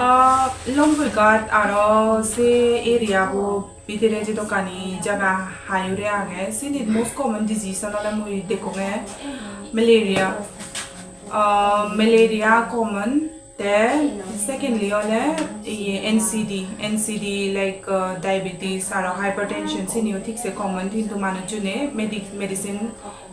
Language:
Chakma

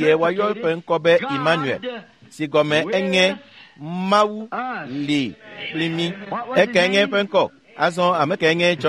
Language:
Ewe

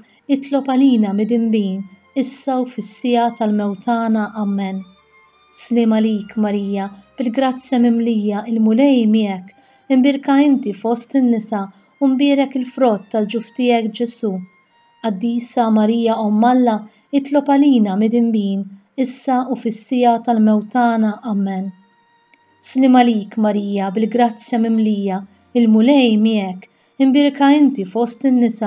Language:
Maltese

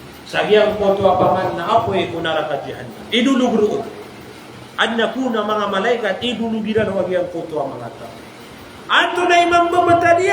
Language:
Maranao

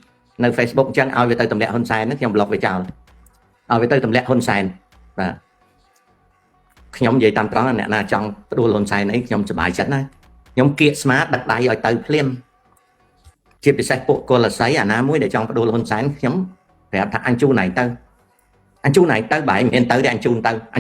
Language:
Khmer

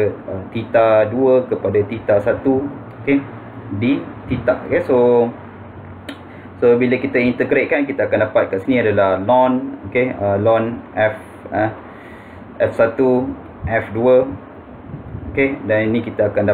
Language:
Malay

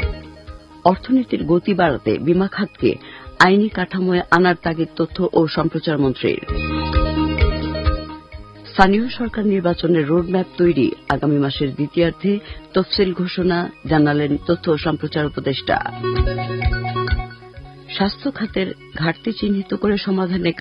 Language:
Bangla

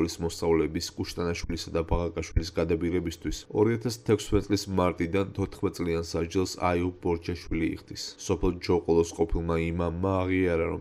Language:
Georgian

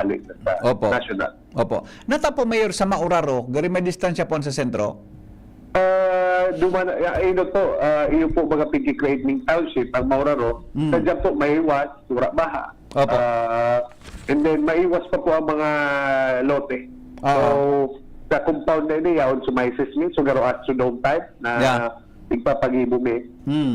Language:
Bikol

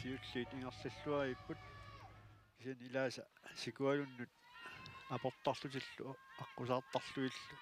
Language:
Kalaallisut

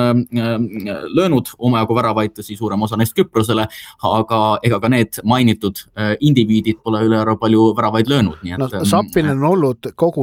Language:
Estonian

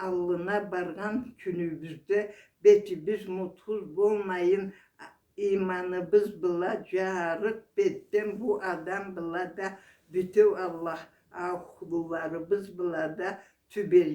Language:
Karachay-Balkar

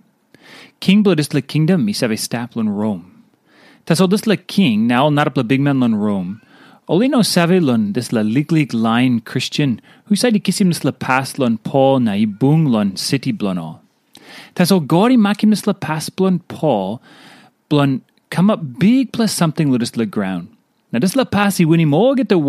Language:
Tok Pisin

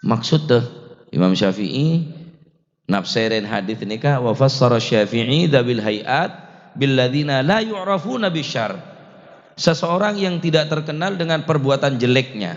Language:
Madurese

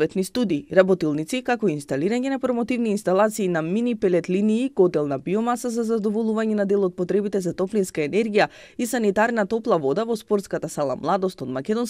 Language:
Macedonian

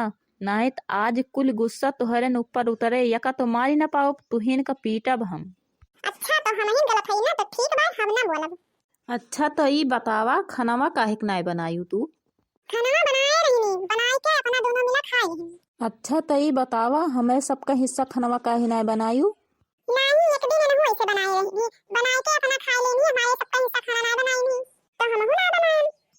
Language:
Awadhi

